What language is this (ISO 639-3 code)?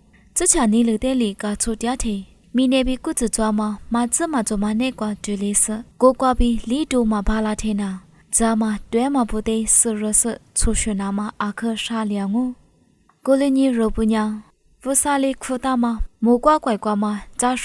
lis